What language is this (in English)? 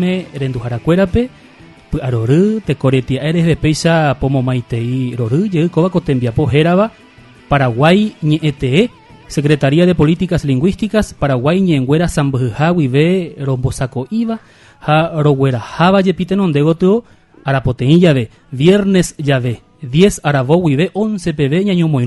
Guarani